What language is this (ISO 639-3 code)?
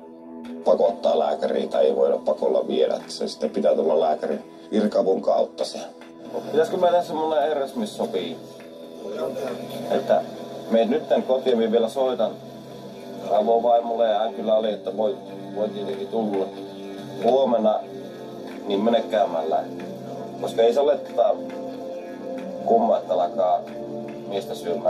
fin